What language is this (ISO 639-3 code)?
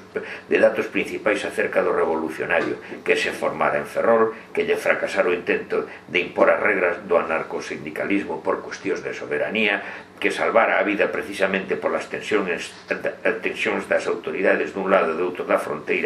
glg